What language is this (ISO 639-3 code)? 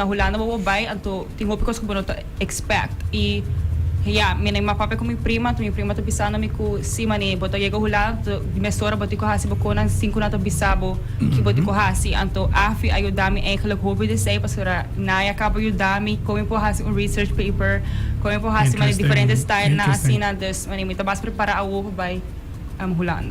pap